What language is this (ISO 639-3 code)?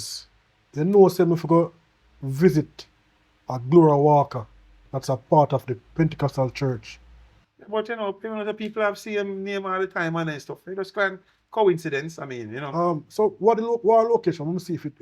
jam